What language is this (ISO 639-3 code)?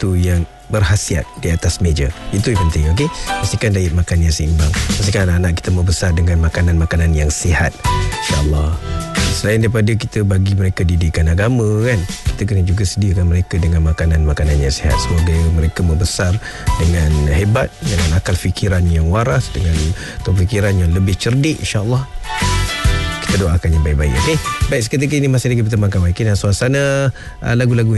msa